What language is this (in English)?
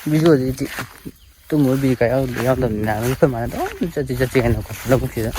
Manipuri